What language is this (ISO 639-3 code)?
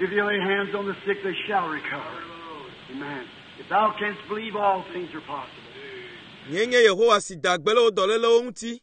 ewe